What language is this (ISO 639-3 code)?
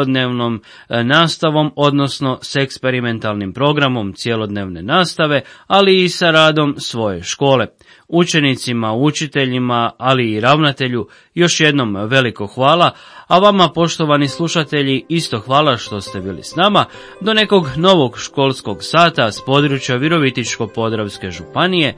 hrv